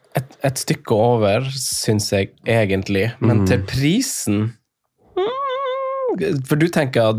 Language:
Norwegian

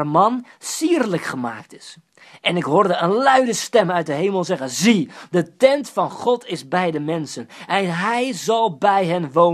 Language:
Dutch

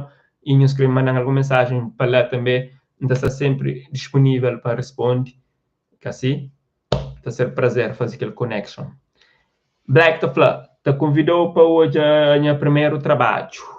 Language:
Kabuverdianu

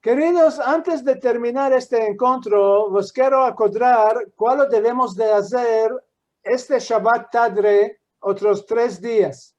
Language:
Ladino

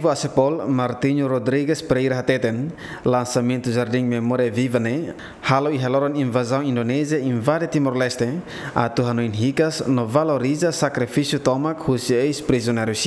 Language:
Tetum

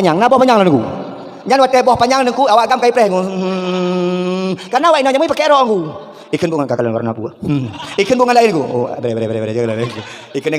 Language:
Achinese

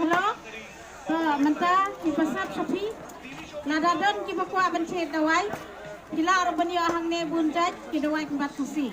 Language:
Khasi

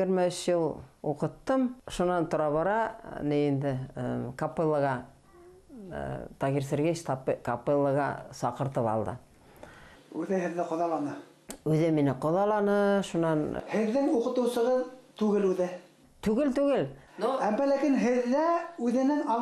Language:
Bashkir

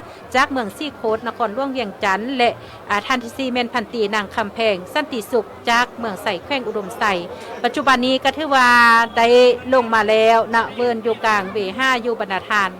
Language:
Lao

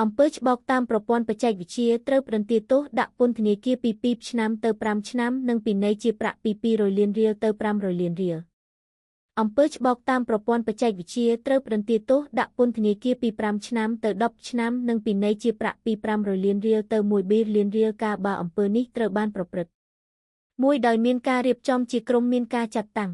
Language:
Khmer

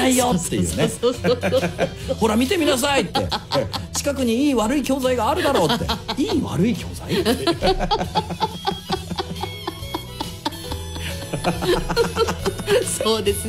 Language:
Japanese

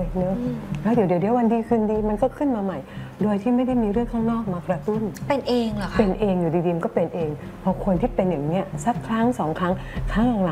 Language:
Thai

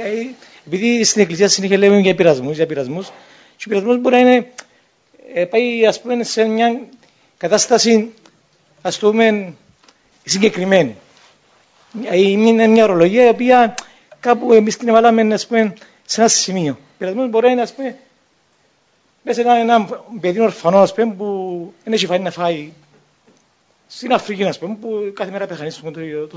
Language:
Greek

